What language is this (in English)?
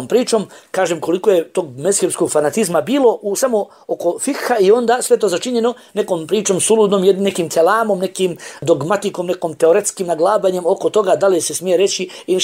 Bosnian